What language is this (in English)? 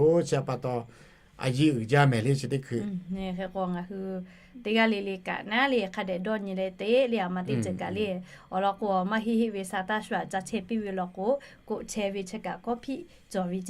Lahu